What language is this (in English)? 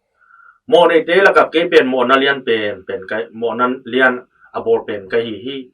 Tedim Chin